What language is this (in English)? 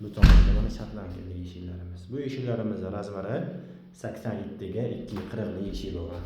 Uzbek